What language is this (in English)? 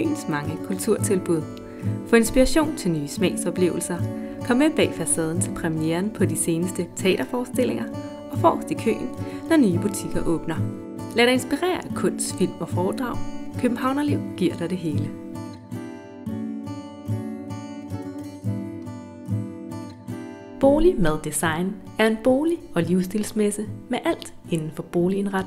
Danish